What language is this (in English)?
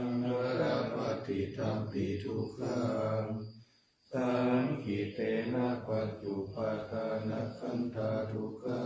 Pali